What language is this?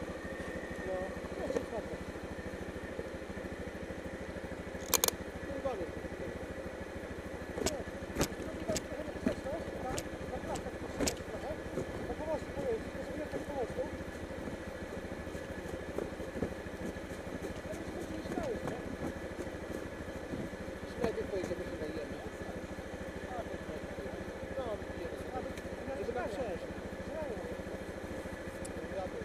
Polish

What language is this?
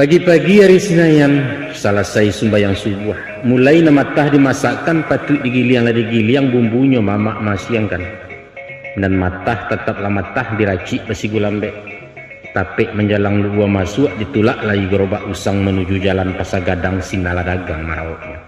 Minangkabau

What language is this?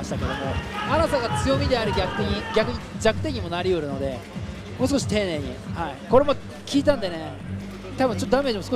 Japanese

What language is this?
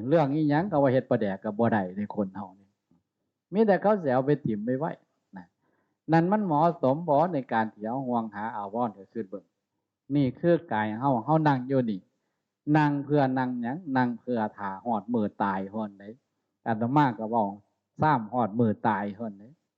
Northeastern Thai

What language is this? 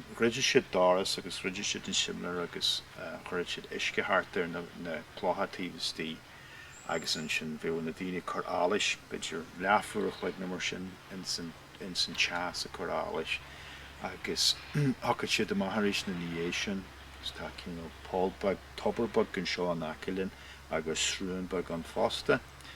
Irish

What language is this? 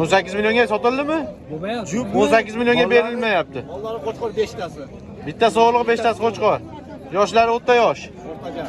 Uzbek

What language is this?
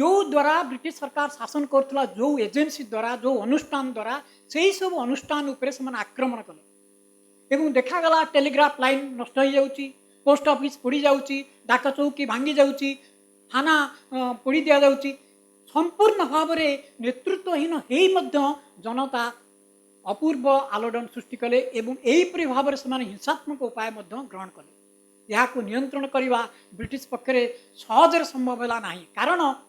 Odia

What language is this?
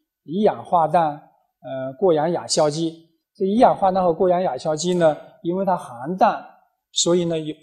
Chinese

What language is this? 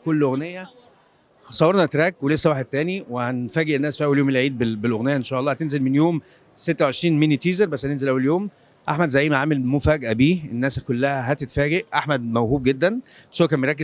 Egyptian Arabic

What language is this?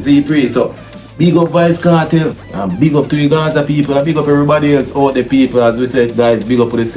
Jamaican Creole English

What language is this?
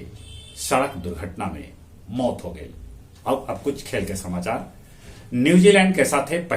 Magahi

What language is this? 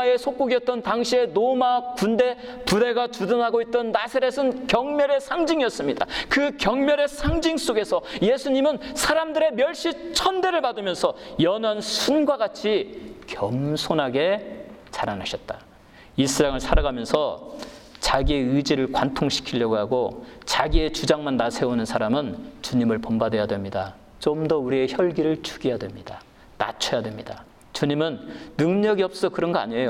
Korean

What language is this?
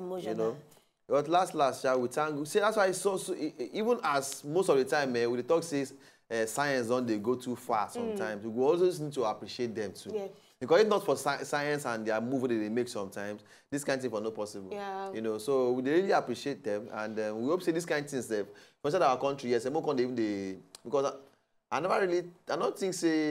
Nigerian Pidgin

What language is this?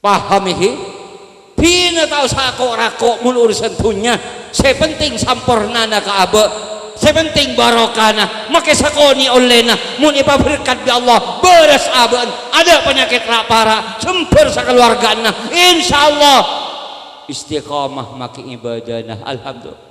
Madurese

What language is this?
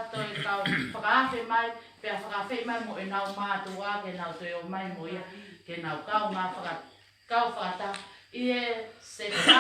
Tongan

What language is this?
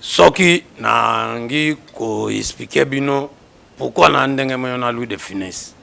Lingala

